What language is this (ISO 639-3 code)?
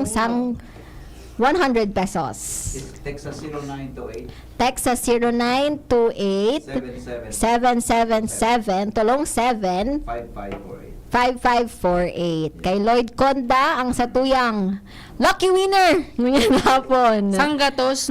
bik